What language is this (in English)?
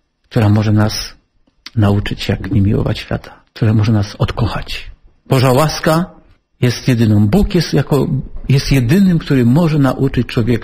Polish